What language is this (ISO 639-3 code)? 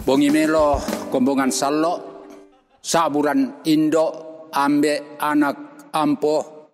sda